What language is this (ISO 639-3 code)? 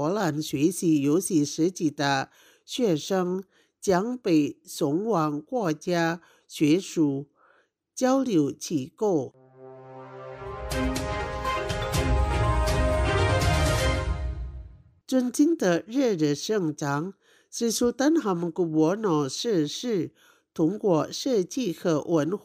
zho